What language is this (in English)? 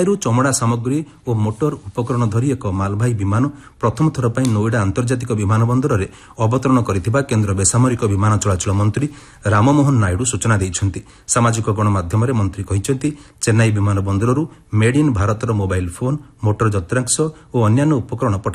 Odia